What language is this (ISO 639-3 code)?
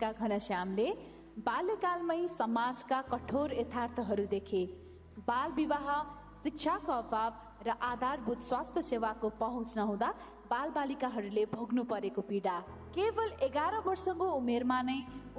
nep